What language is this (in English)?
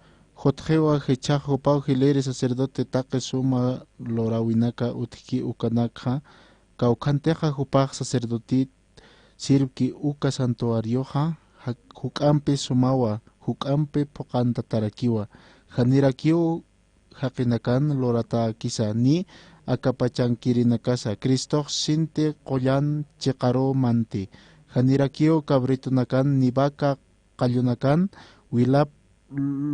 Aymara